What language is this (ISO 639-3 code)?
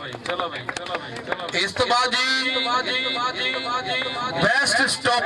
pan